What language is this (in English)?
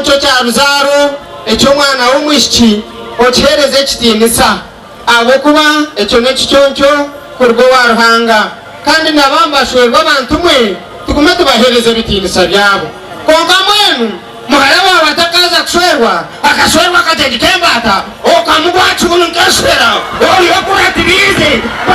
Nyankole